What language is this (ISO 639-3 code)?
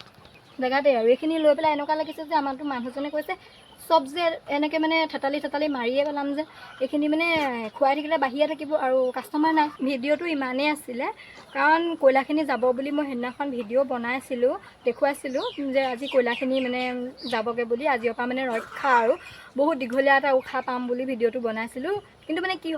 asm